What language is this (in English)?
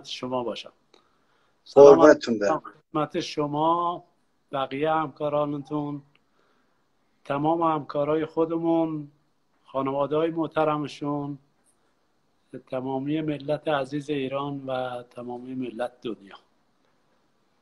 Persian